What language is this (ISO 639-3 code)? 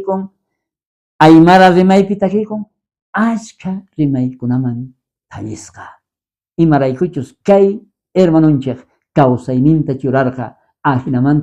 quh